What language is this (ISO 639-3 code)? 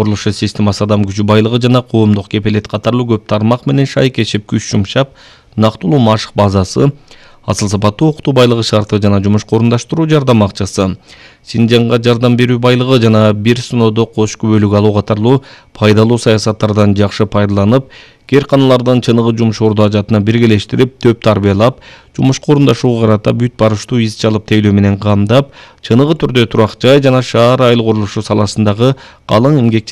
kir